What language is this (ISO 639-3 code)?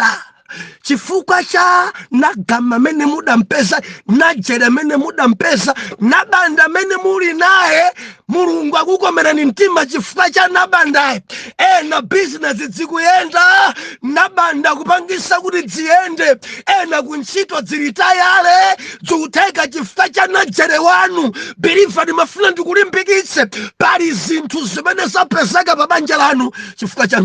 nya